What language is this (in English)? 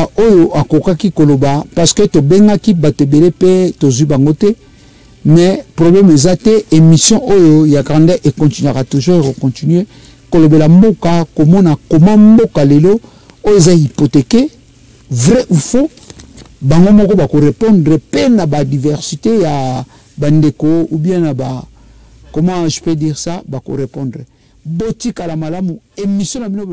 Lingala